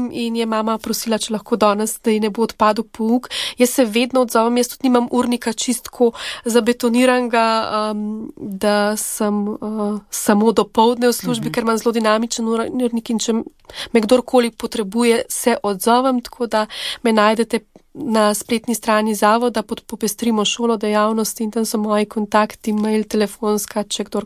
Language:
Slovenian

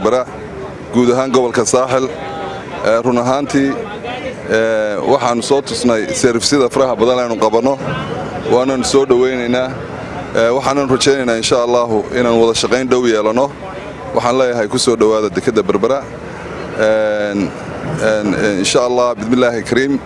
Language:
Somali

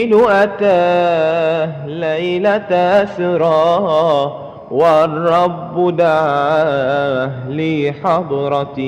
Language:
Madurese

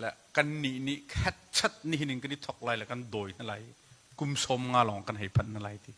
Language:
Hakha Chin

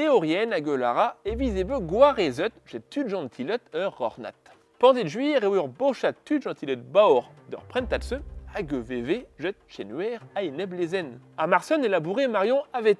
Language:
Breton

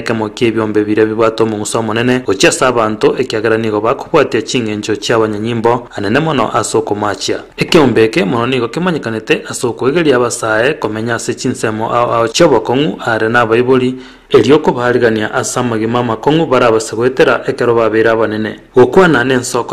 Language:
Gusii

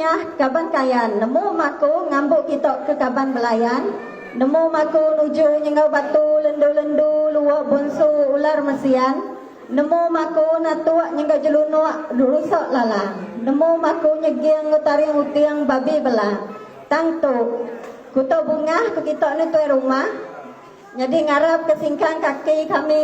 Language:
Iban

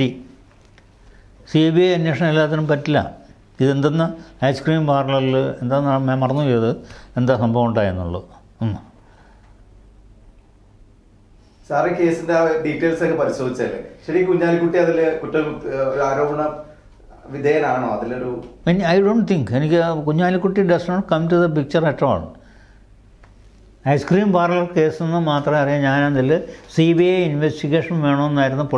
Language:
Malayalam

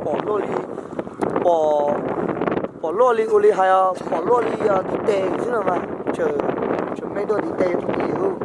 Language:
Hmong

